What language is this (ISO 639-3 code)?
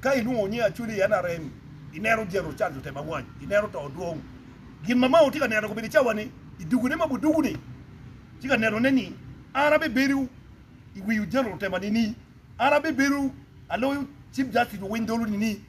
ach